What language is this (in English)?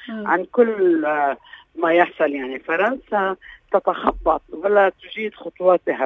North Levantine Arabic